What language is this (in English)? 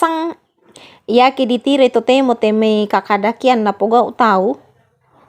Toraja-Sa'dan